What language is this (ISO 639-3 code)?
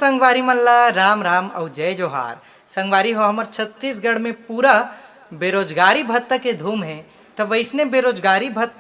hne